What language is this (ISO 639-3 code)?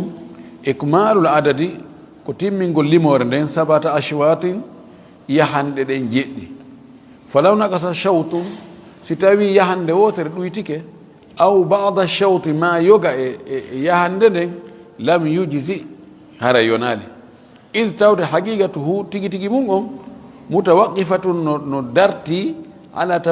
ful